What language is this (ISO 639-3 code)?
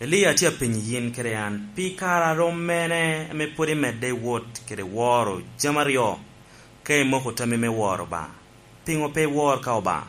laj